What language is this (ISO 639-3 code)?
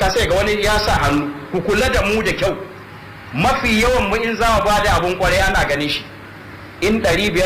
hau